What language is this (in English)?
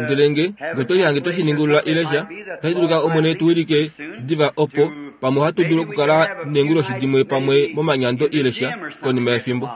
Kuanyama